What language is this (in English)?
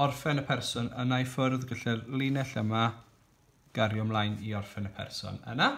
Welsh